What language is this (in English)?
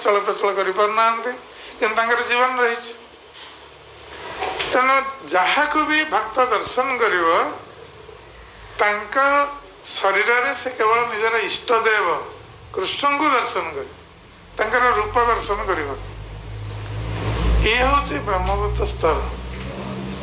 Odia